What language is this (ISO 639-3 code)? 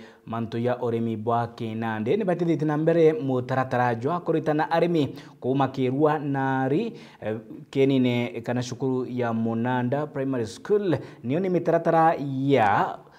mer